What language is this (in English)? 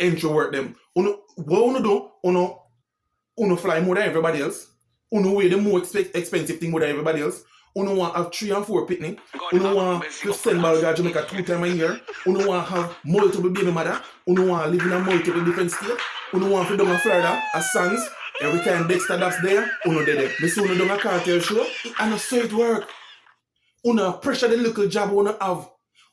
Jamaican Creole English